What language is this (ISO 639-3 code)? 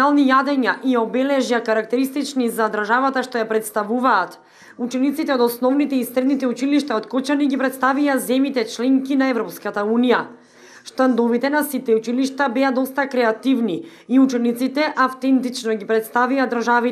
mkd